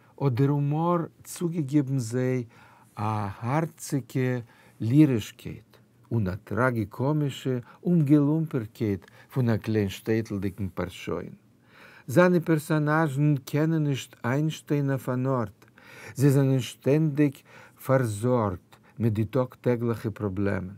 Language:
Yiddish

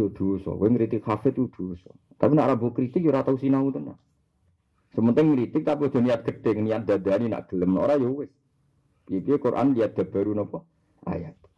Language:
Javanese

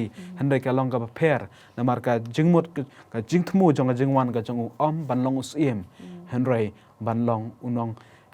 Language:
Khasi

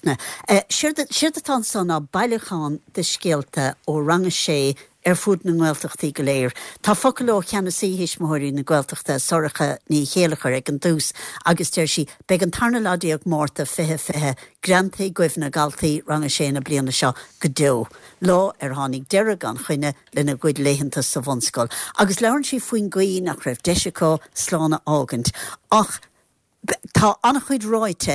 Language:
Irish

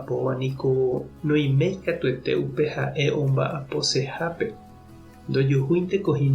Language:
Guarani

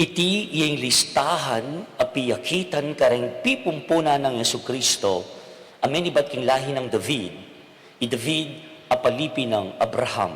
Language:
Pampanga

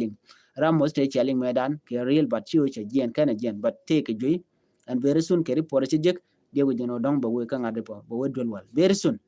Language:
Nuer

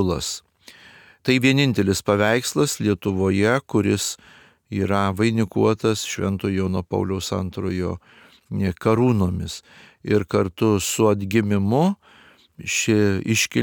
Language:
Lithuanian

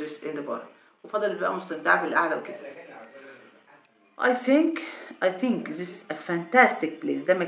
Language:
Egyptian Arabic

